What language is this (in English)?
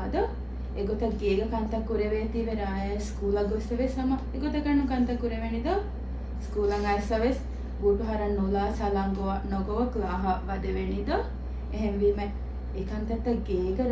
Divehi